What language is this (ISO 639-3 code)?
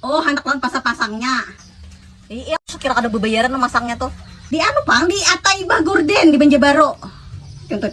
bjn